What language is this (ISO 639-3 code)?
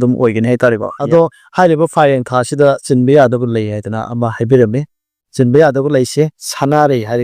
mni